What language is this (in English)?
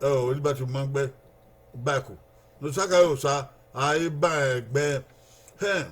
Bini